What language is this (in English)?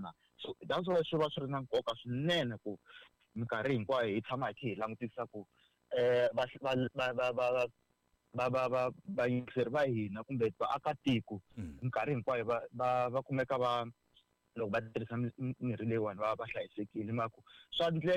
Tsonga